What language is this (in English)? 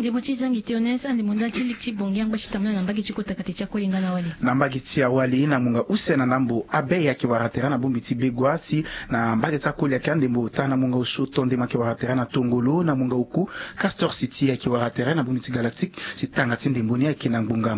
Sango